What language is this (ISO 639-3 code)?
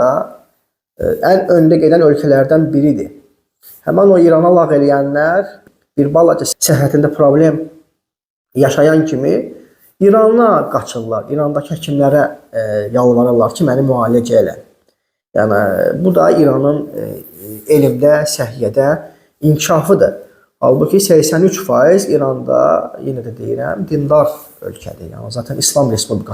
aze